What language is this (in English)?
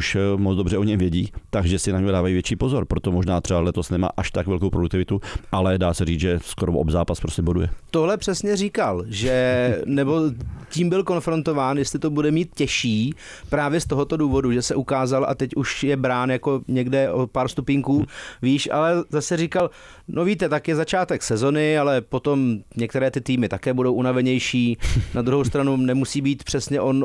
Czech